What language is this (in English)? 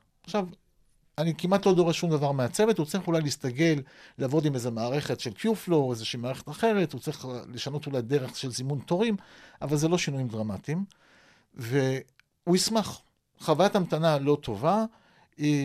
Hebrew